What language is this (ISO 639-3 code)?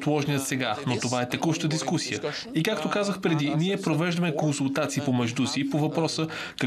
bul